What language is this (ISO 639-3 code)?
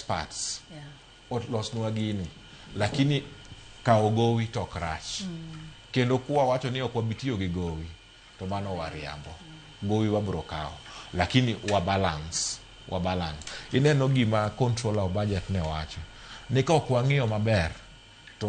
luo